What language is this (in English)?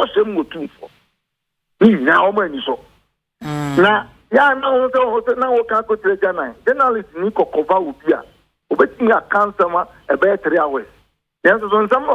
Akan